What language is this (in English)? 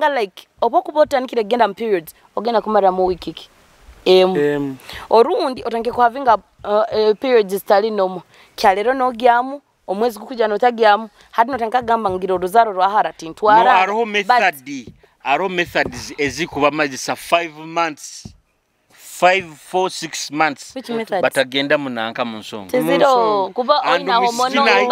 Nyoro